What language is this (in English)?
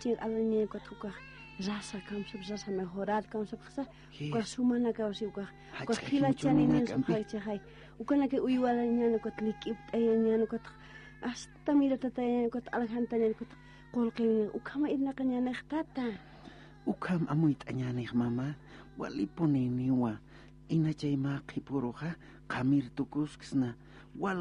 Aymara